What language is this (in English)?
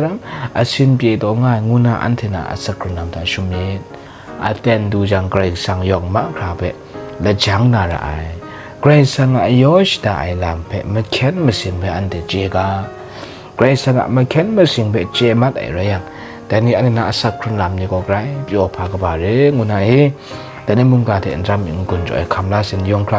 Kachin